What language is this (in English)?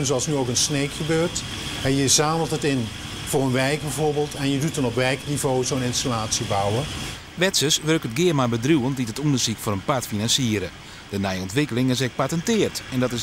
Western Frisian